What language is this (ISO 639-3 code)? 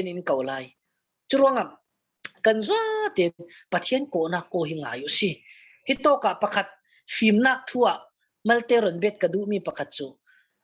cfm